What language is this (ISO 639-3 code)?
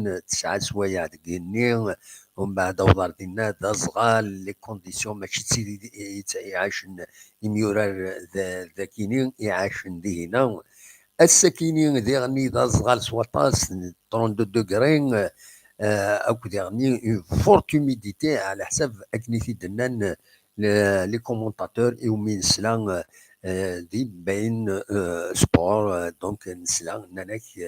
kab